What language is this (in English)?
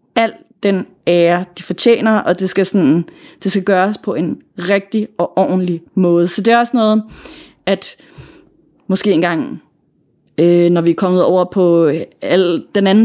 Danish